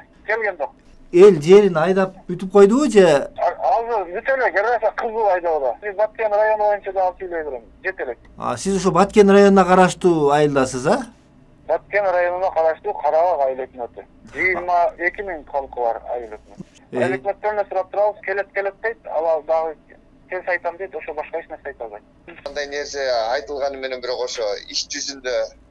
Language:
Kyrgyz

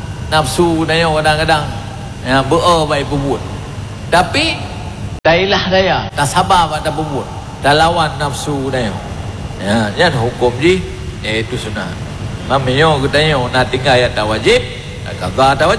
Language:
Achinese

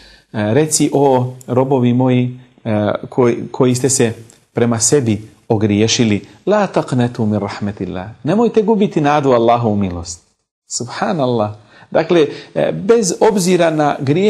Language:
Bosnian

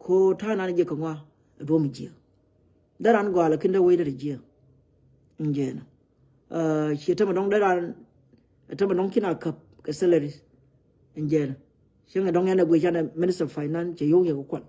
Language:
Nuer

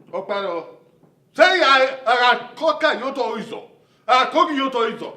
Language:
Bini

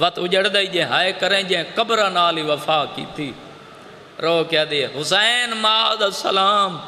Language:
Saraiki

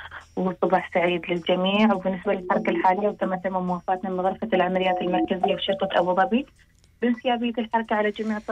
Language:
Gulf Arabic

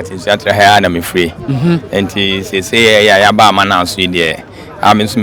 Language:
Akan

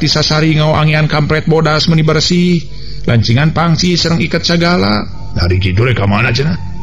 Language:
Sundanese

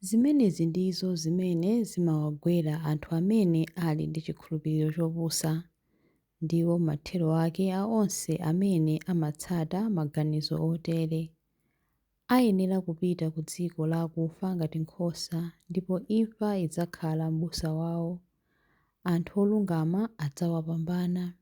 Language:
Nyanja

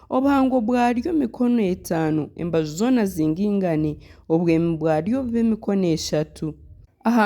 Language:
Nyankole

